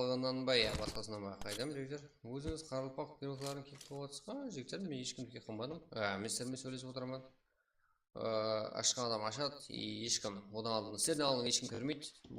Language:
Kara-Kalpak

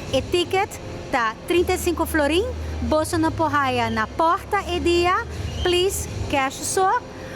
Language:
Papiamento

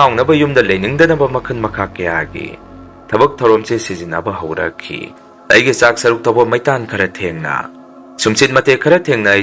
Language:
Manipuri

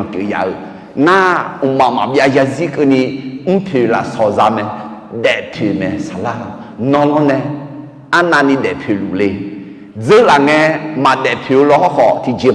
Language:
Akha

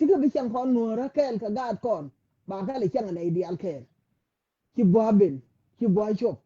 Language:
Nuer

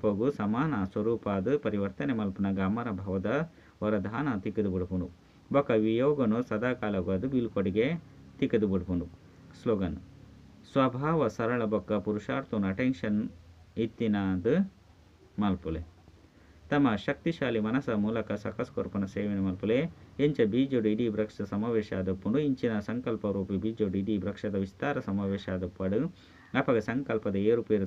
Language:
Tulu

